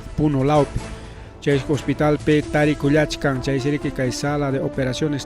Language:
Ayacucho Quechua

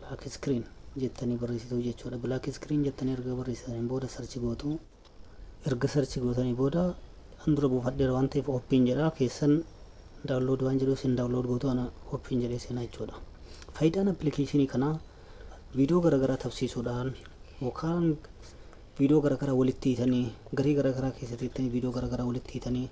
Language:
Oromo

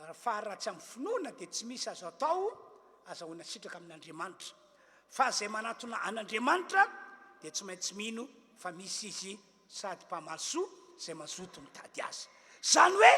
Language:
Malagasy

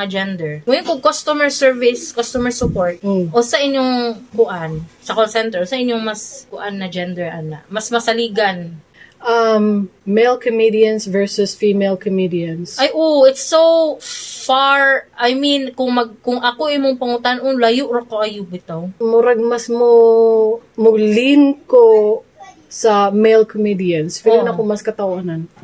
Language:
Cebuano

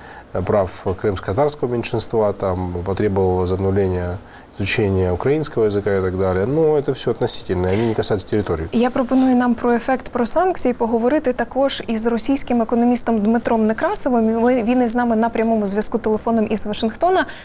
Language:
Ukrainian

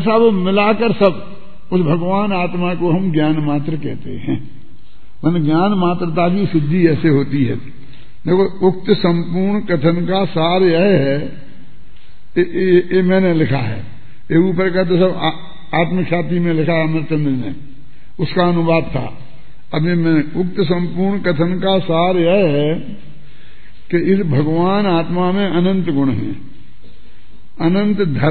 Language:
Hindi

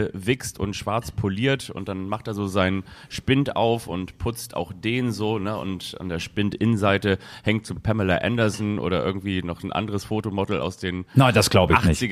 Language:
German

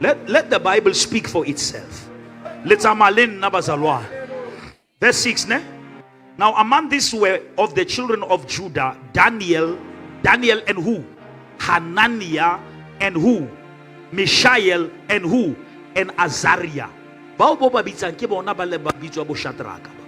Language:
Southern Sotho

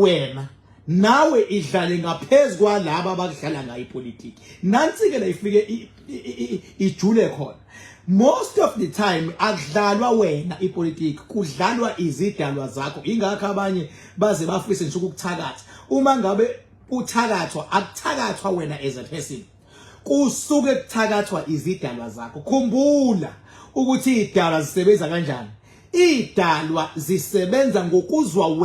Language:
Zulu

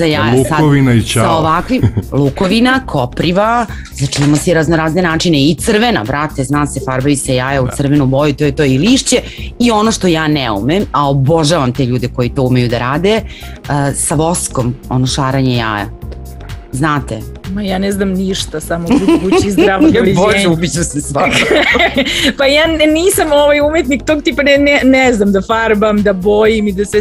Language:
Serbian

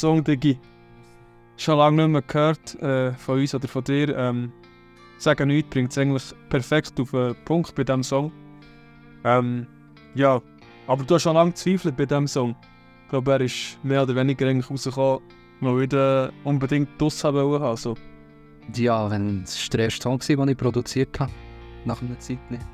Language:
Swiss German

